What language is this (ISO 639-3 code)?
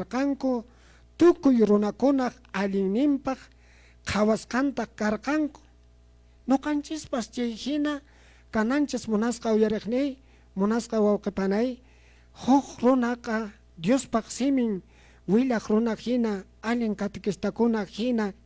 que